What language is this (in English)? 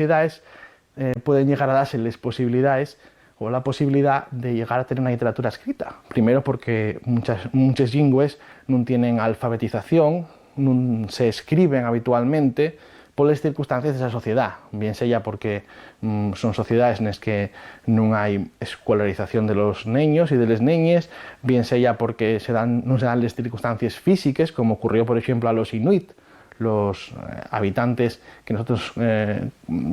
Asturian